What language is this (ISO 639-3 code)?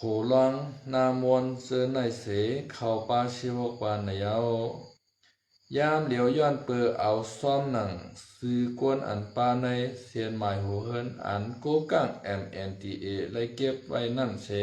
shn